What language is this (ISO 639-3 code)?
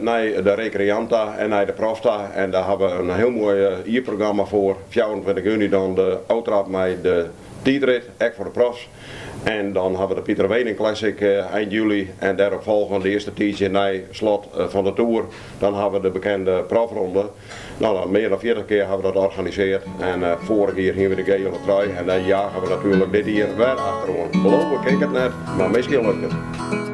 fry